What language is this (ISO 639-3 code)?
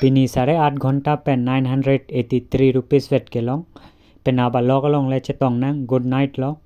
mjw